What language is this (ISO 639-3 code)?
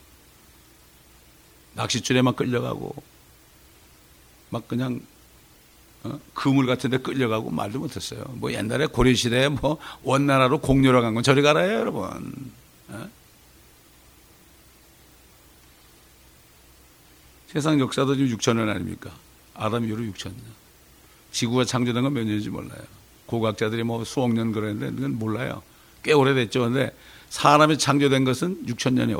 kor